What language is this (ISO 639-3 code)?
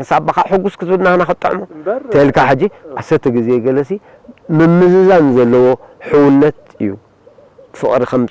tir